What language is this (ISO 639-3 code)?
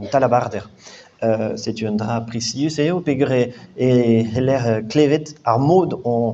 bre